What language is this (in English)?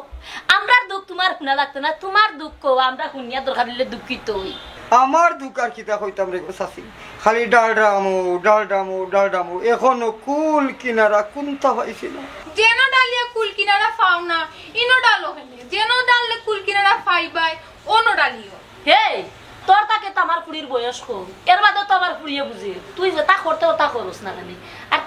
Sylheti